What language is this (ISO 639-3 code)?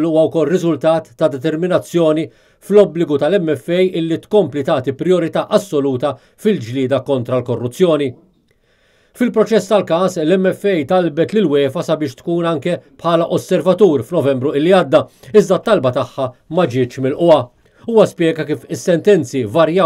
mlt